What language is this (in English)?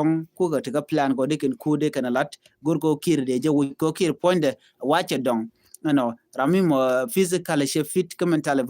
Nuer